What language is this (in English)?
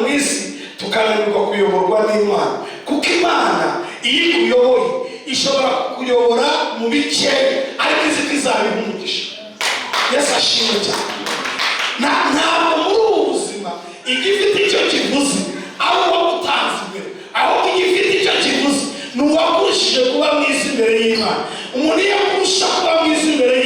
Kinyarwanda